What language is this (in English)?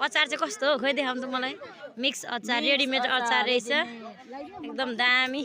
Nepali